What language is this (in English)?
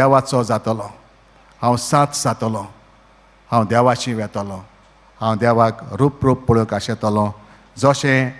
Konkani